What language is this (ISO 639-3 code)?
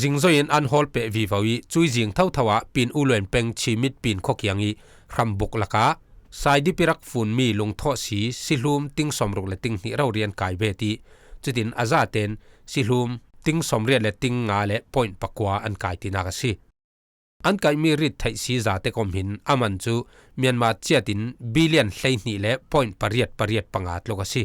cfm